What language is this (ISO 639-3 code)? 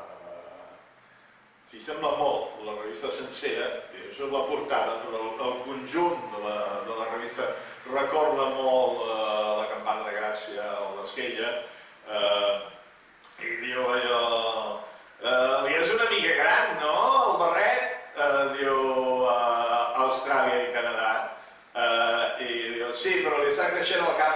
cat